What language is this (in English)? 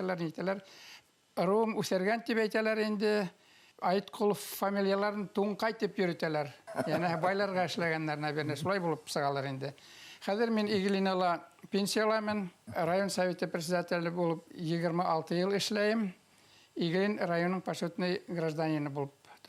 Bashkir